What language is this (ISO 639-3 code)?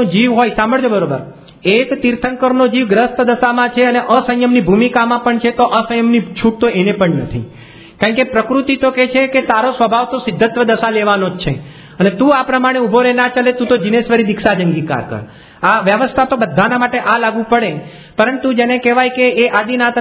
guj